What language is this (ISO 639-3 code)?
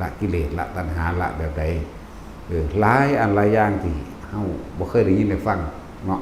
tts